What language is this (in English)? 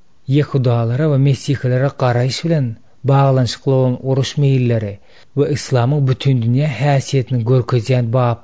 Turkmen